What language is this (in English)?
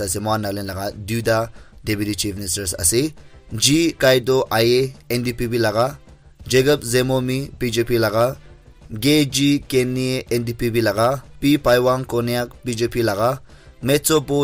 Naga Pidgin